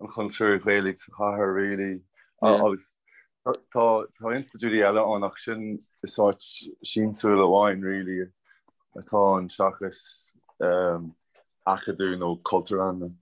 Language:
Irish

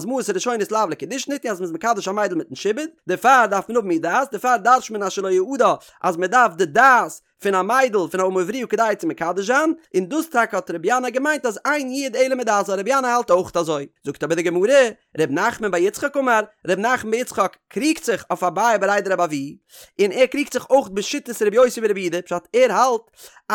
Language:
Yiddish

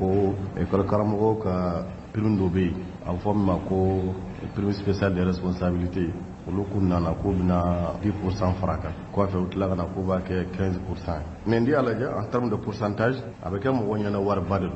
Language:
Bambara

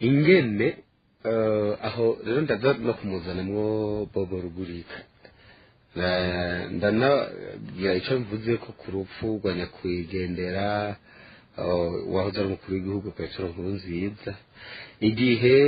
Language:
Rundi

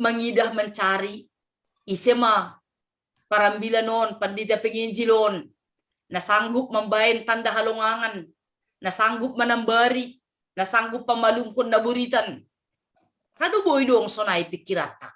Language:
Batak Simalungun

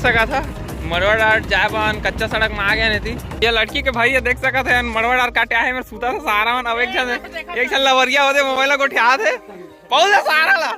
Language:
Chhattisgarhi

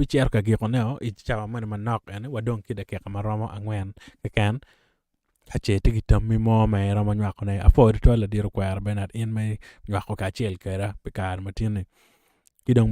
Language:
Acoli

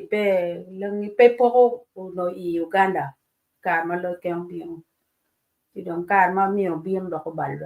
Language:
Acoli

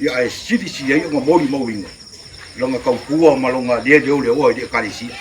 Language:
Samoan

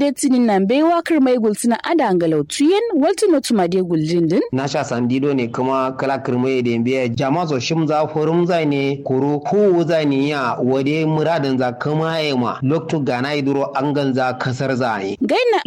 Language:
Kanuri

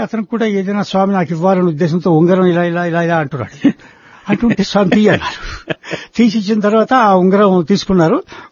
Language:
Telugu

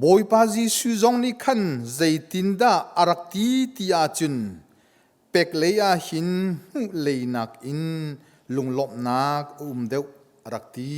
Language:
Hakha Chin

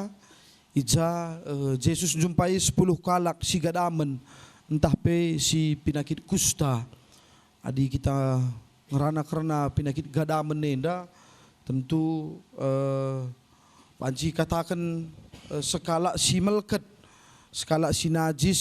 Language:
Batak Karo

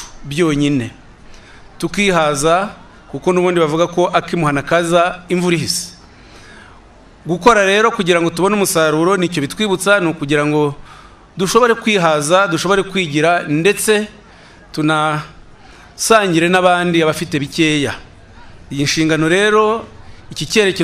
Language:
Kinyarwanda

